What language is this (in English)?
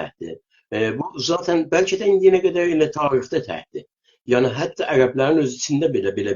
South Azerbaijani